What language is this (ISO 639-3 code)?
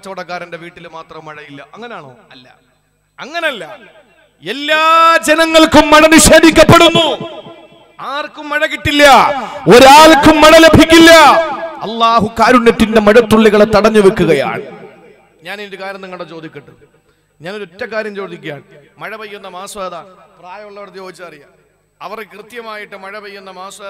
mal